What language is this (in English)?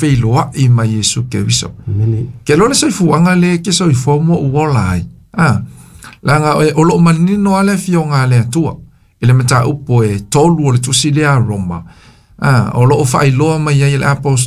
Samoan